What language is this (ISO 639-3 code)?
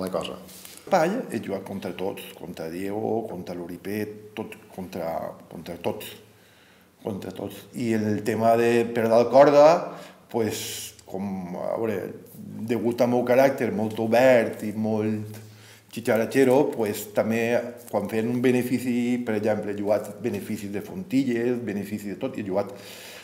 cat